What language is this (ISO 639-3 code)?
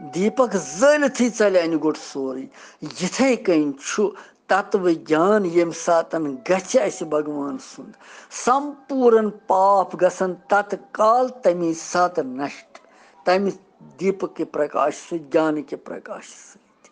kas